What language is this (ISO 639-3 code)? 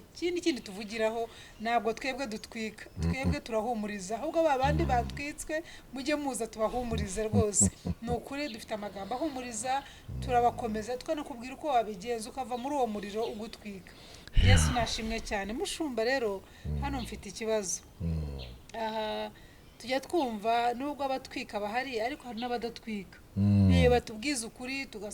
kin